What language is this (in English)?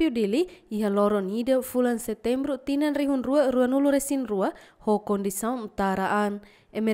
Tetum